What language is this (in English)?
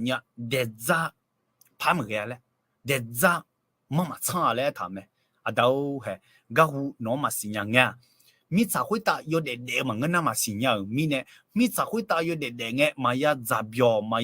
Akha